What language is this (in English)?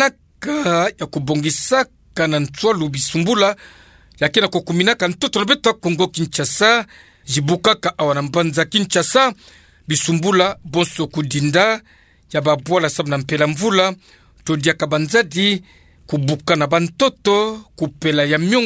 Kituba (Democratic Republic of Congo)